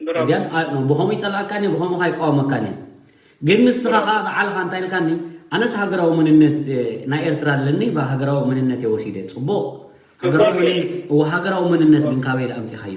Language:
Tigrinya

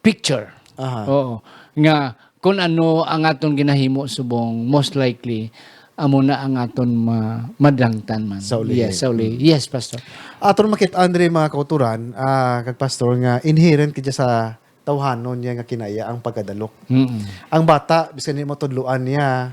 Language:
Hiligaynon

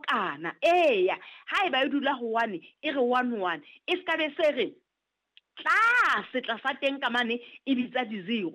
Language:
Southern Sotho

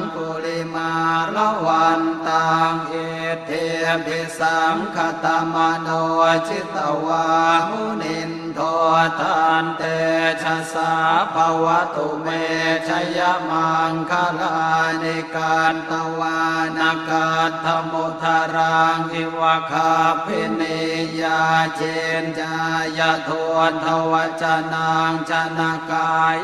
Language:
Pali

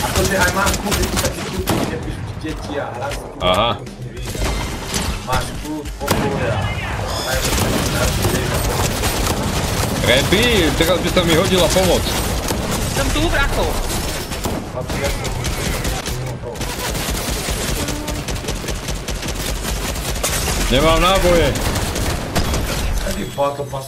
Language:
Slovak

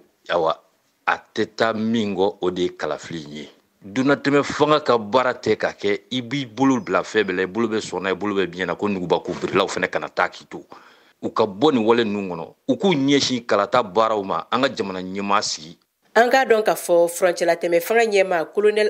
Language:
Bambara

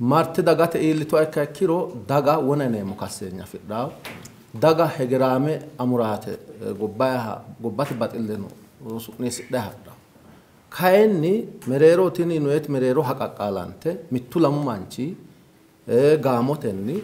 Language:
Sidamo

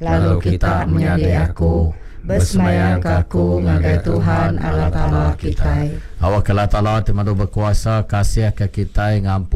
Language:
Iban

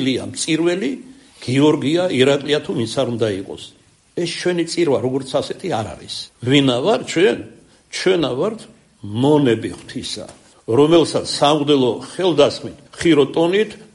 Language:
Georgian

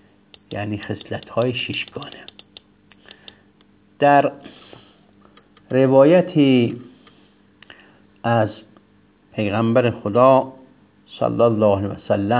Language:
Persian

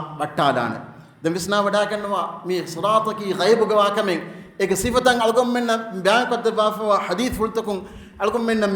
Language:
Divehi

